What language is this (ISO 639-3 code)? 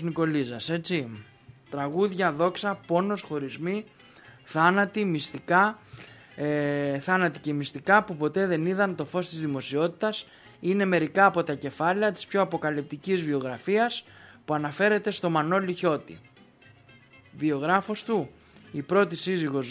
ell